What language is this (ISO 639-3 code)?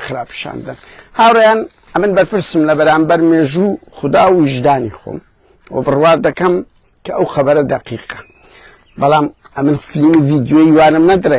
ckb